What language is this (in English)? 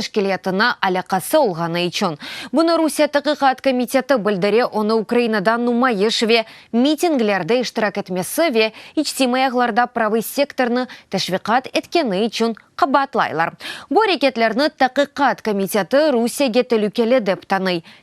Crimean Tatar